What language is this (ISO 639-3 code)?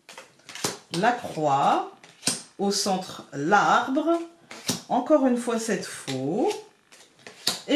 fra